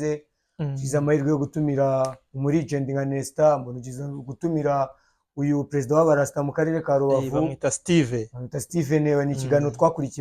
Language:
Kinyarwanda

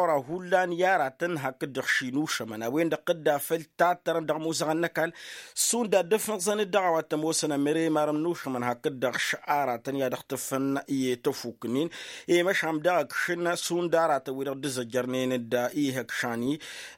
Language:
Tamasheq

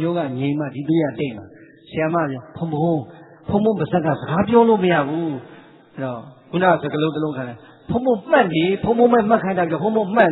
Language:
Burmese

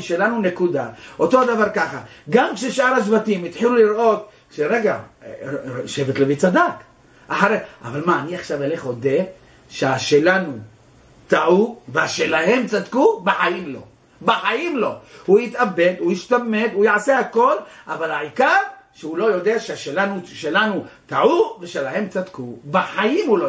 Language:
Hebrew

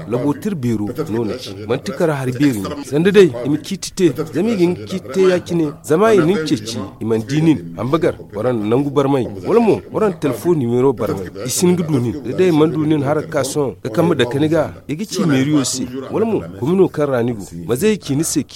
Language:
Zarma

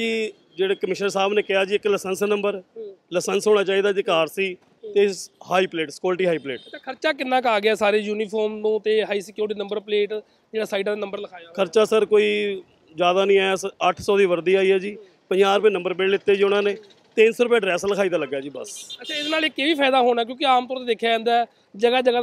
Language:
Punjabi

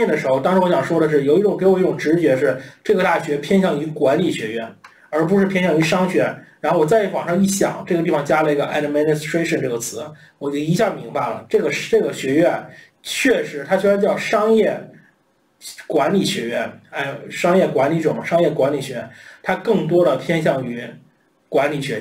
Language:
Chinese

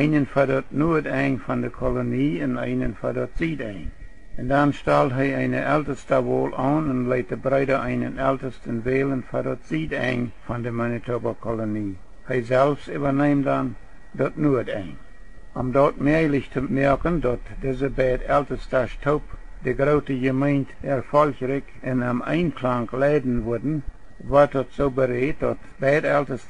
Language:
Plautdietsch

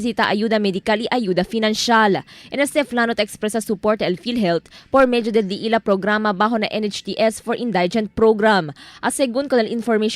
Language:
Chavacano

